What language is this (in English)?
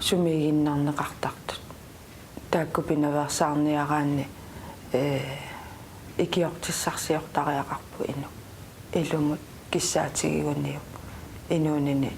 Kalaallisut